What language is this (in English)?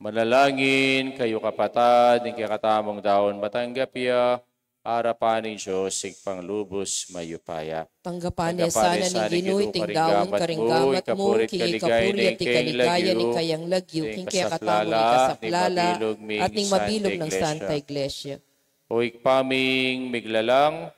Pampanga